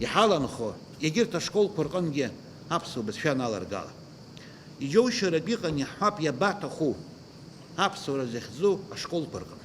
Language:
Abkhazian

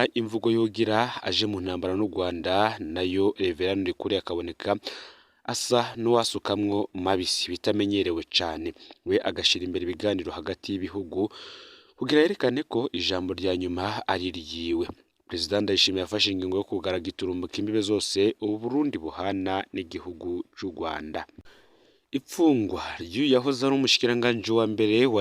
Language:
Rundi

